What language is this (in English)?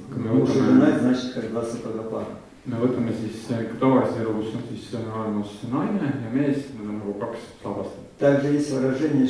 Estonian